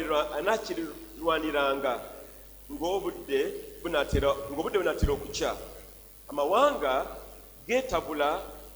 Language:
Ganda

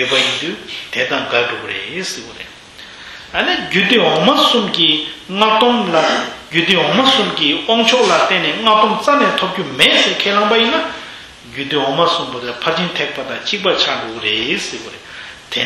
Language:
Tibetan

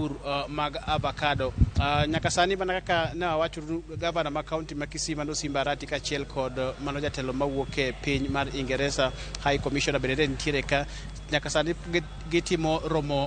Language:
Luo (Kenya and Tanzania)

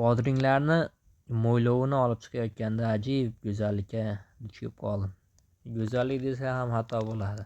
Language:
Uzbek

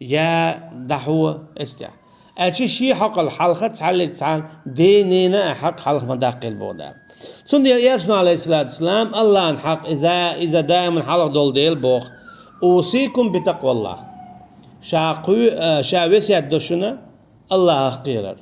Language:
Chechen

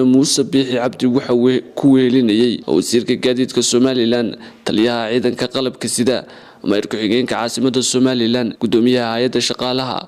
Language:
Somali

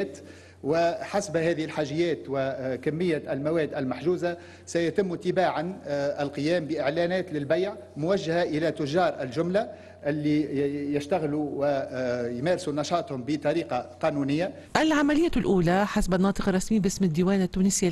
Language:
Tunisian Arabic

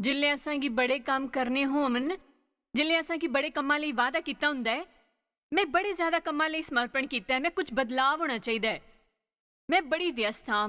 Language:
Dogri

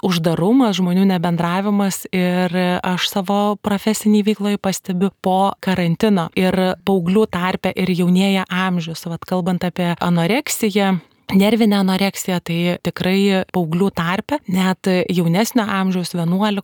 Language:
Lithuanian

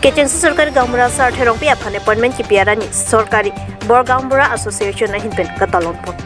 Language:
Karbi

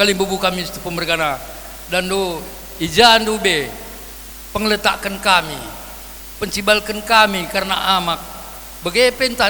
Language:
Batak Karo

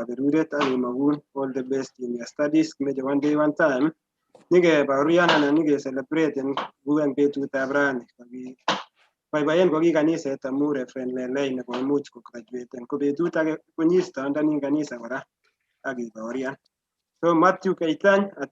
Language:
Kalenjin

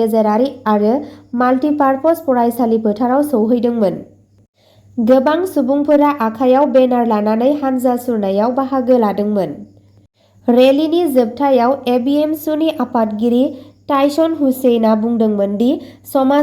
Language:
Bodo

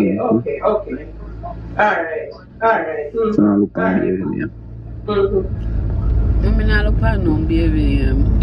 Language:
Jamaican Creole English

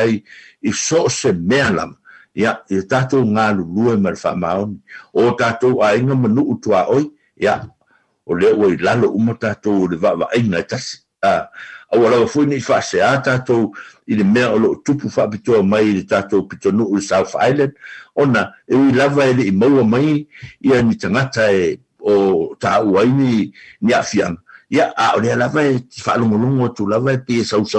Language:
Samoan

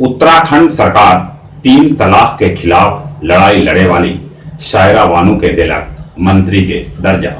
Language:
Magahi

